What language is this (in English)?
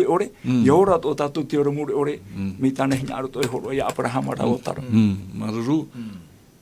Tahitian